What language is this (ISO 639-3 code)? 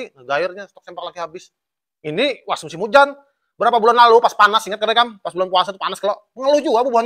bjn